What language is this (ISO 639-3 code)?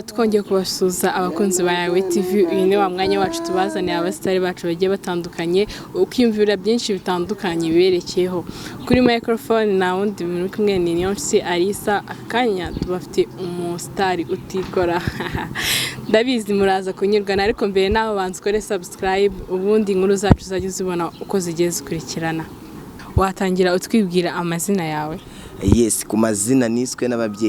kin